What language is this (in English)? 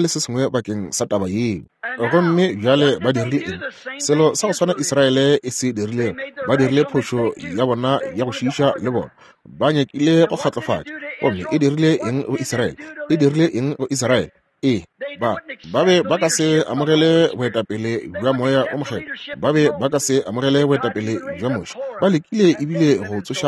Northern Sotho